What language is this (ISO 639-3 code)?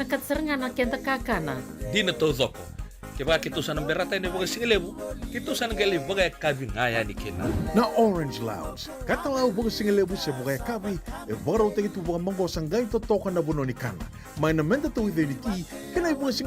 fij